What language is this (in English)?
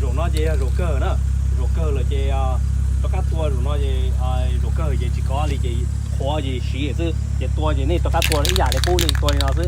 Hmong